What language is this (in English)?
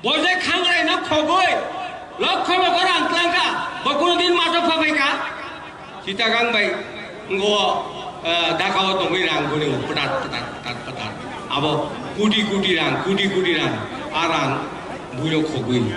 Kok Borok